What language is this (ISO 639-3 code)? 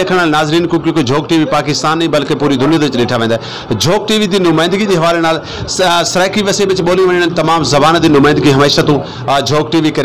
skr